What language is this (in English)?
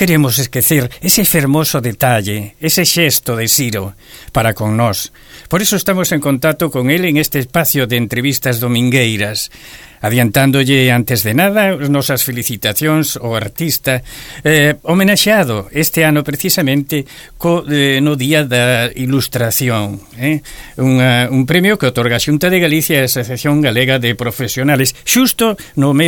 Galician